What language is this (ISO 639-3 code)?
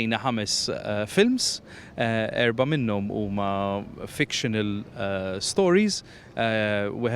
mlt